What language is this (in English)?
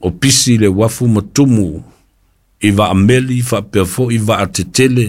Samoan